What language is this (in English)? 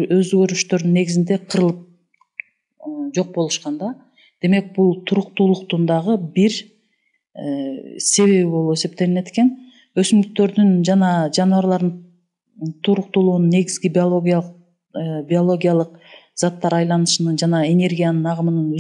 Kyrgyz